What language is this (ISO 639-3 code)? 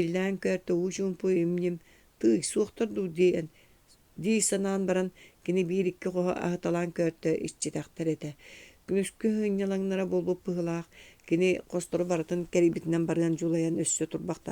sah